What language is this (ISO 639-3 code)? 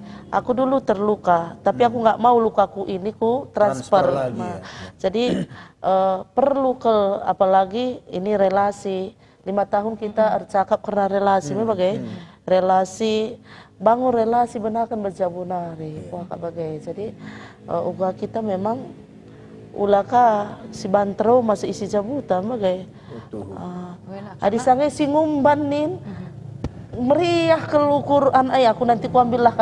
btx